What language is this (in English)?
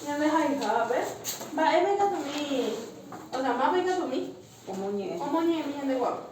Guarani